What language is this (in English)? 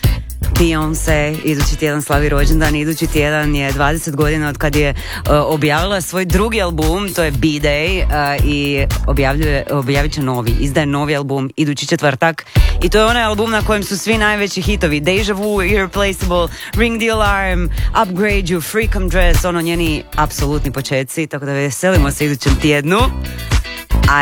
Croatian